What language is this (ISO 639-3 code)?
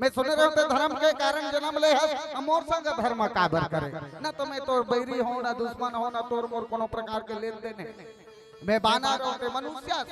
hne